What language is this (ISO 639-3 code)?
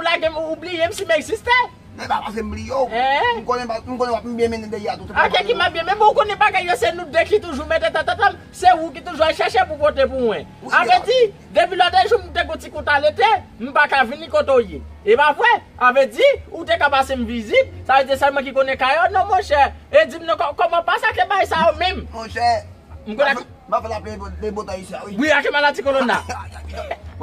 hat